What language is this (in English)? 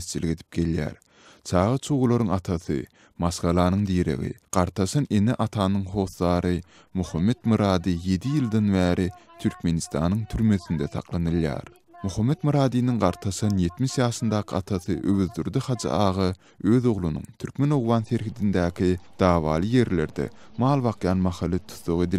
Turkmen